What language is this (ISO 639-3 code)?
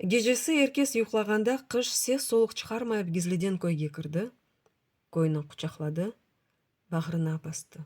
crh